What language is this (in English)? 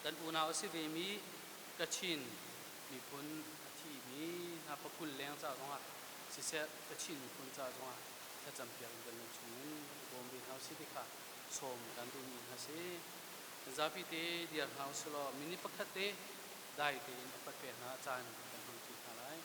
Hakha Chin